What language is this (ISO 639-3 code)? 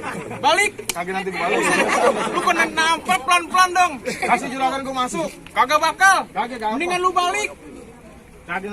bew